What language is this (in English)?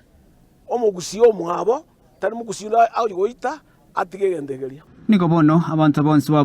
Gusii